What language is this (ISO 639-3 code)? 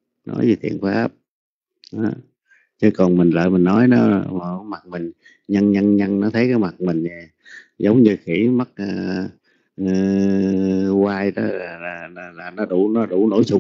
vie